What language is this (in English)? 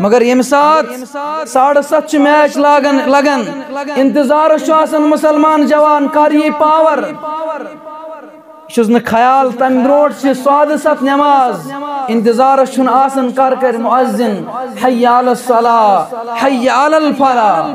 Kashmiri